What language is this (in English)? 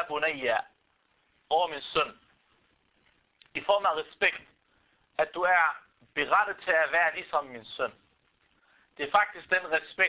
Danish